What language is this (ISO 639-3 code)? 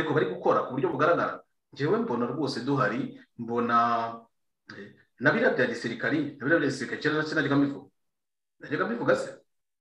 kin